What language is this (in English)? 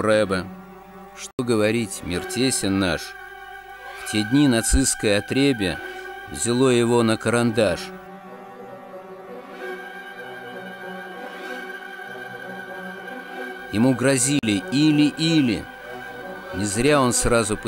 Russian